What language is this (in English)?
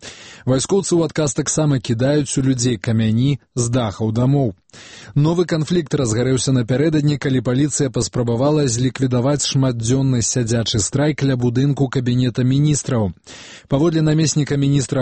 Belarusian